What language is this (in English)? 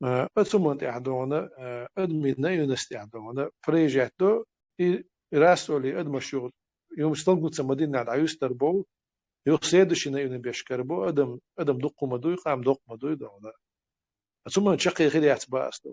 Chechen